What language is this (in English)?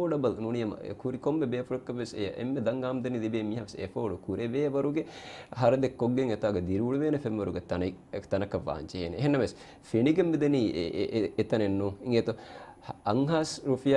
Divehi